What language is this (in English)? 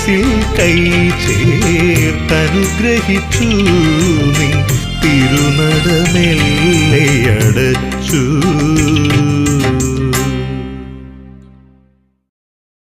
Malayalam